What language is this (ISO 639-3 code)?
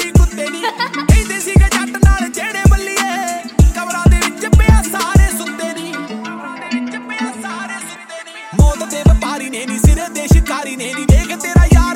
pan